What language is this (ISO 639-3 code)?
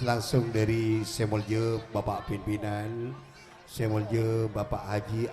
mad